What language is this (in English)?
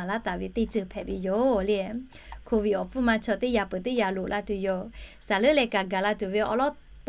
Lahu